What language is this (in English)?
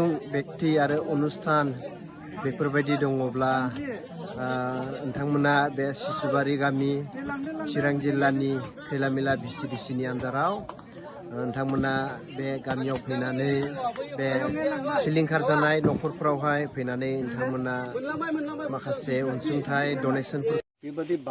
Bodo